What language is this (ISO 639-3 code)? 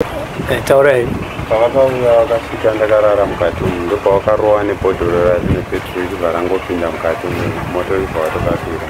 sna